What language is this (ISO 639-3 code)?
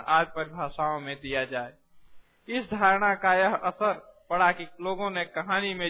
hin